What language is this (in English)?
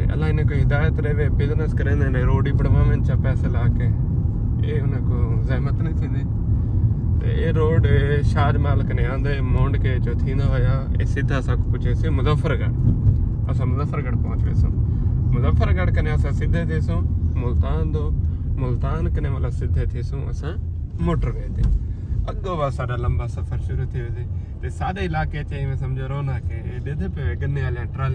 Saraiki